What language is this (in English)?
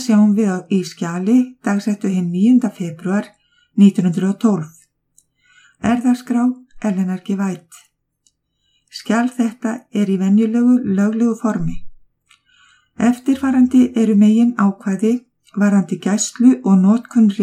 Icelandic